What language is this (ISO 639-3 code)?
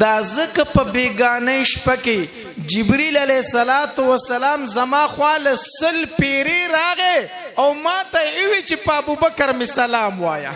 pus